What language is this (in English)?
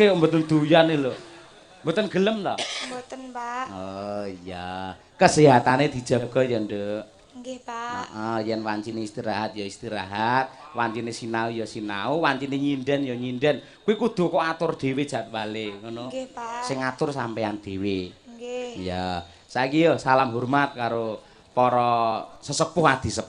Javanese